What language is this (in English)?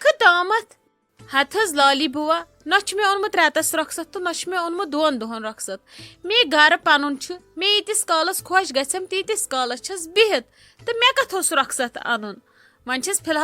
Kashmiri